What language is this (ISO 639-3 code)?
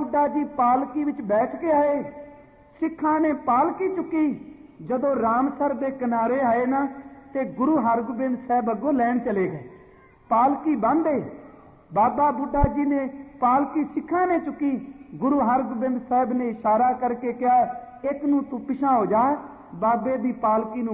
pan